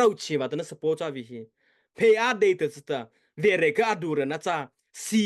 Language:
Mara Chin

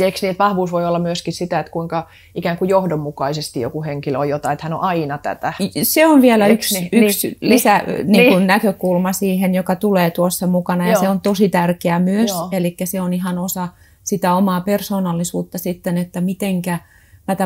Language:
Finnish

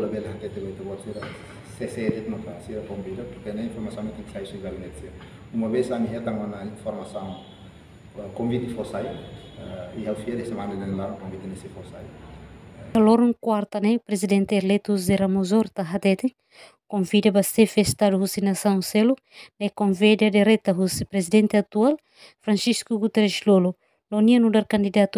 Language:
Tetum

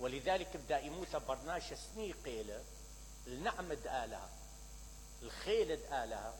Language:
Mesopotamian Arabic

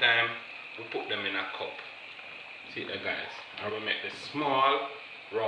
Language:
Jamaican Creole English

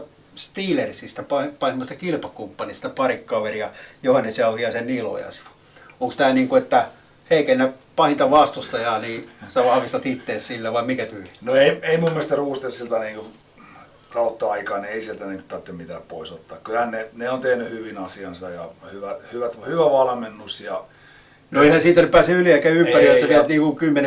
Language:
Finnish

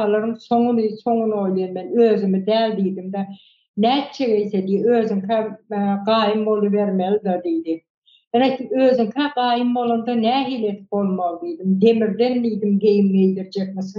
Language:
Turkmen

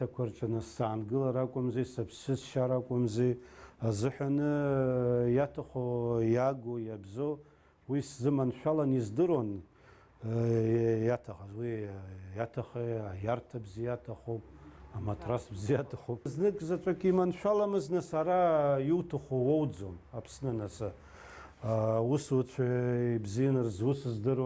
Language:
Abkhazian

